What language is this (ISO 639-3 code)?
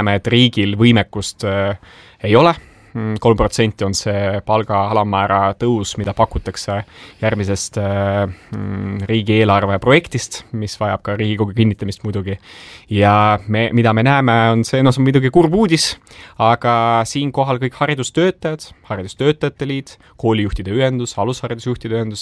est